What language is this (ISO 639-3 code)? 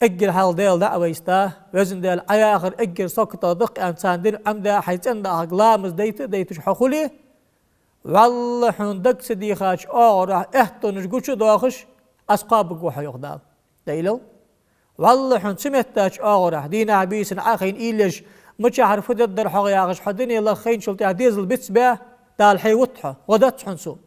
inh